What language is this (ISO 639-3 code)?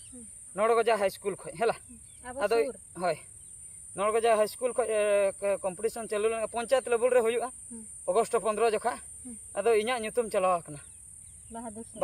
sat